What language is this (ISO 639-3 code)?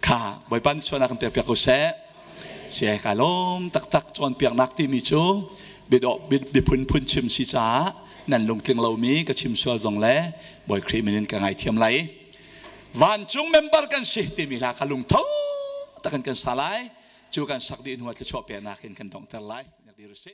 cnh